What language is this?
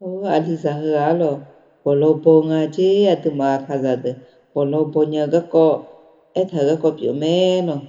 Akha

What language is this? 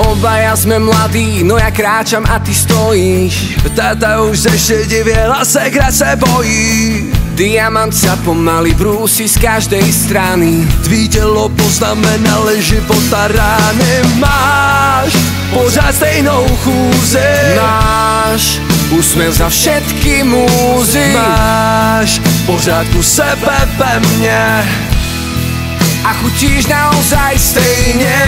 Slovak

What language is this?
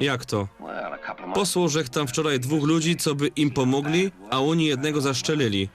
Silesian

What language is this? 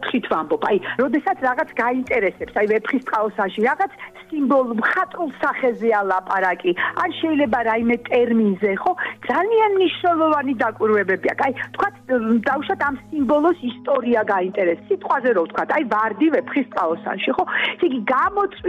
Georgian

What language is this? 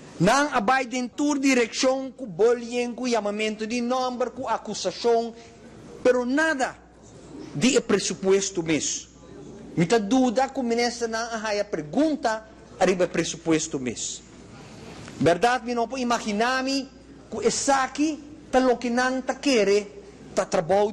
Papiamento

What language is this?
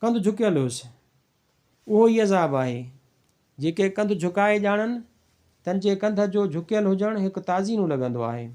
Sindhi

